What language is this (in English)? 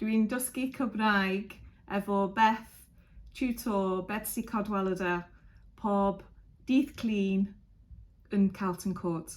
Welsh